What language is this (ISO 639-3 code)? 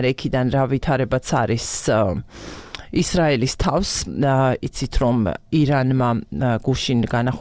kat